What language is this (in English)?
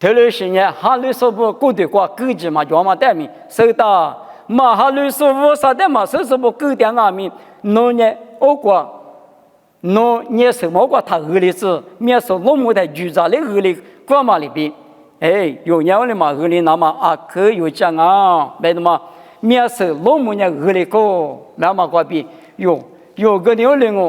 Lisu